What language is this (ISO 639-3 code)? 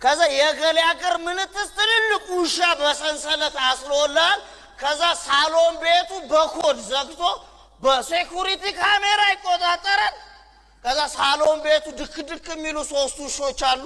amh